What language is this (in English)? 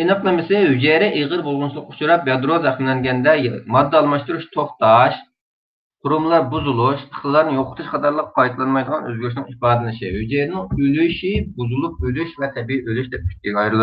Uyghur